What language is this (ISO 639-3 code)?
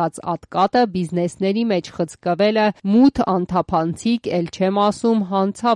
hye